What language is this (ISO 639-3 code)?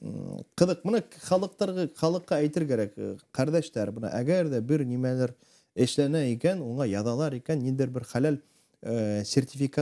bak